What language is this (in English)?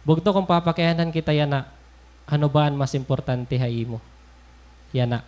Waray